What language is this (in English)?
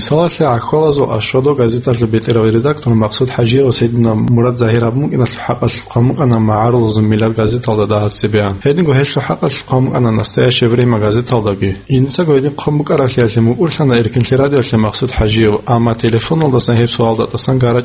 Avaric